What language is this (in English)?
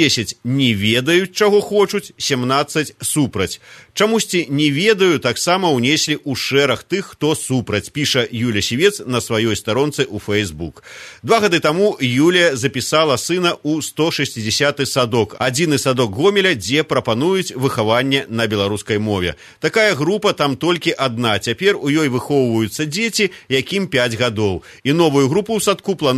Belarusian